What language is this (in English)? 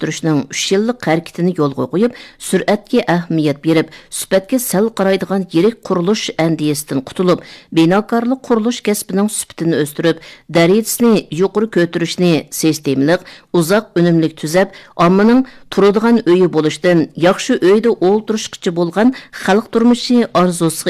Uyghur